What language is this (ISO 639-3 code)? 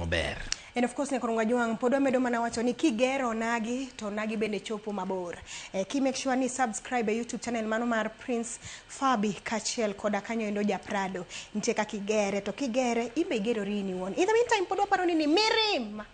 luo